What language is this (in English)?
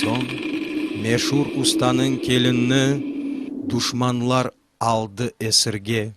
Crimean Tatar